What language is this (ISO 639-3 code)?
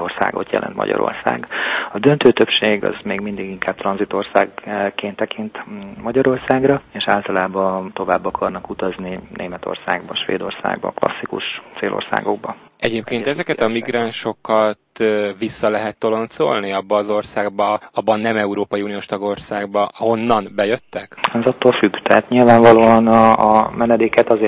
hun